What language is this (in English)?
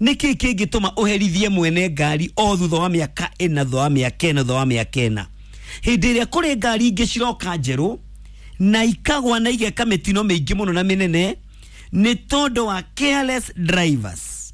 Kikuyu